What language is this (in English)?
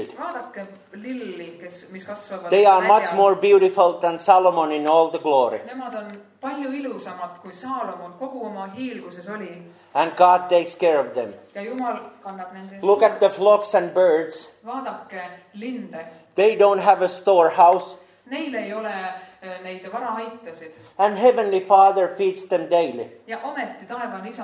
Estonian